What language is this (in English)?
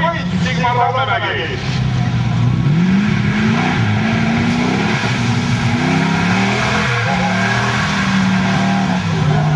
Estonian